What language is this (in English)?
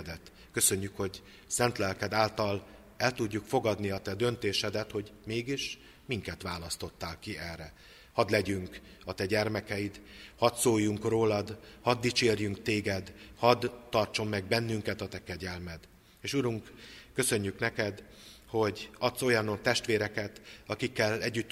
Hungarian